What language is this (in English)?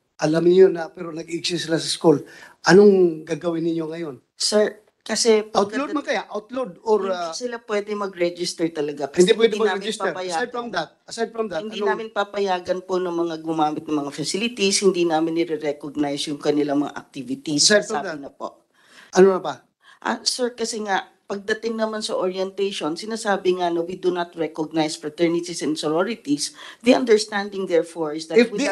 Filipino